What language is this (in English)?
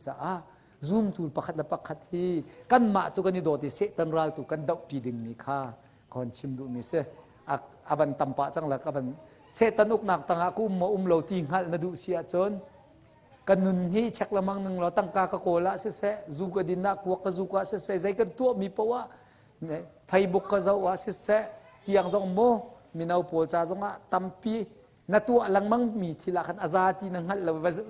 Hakha Chin